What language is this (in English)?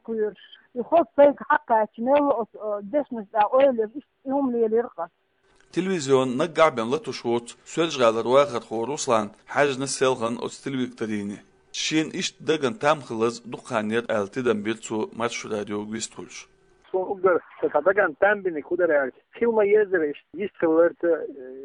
Chechen